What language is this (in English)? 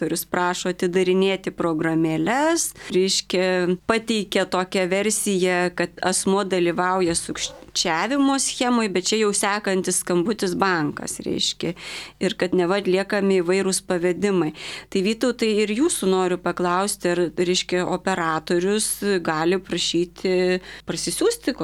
Lithuanian